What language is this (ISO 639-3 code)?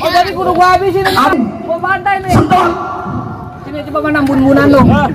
bew